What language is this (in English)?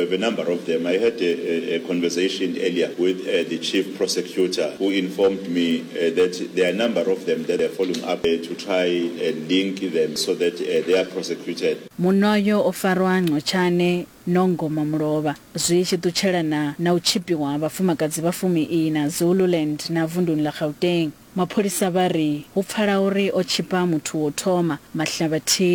Venda